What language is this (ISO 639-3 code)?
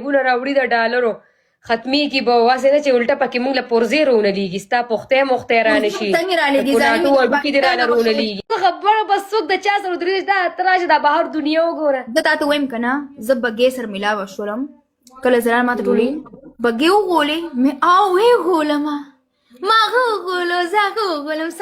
pus